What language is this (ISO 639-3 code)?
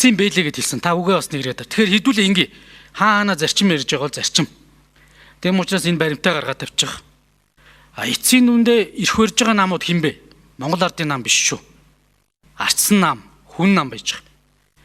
mon